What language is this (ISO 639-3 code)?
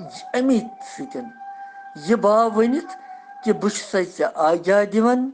kas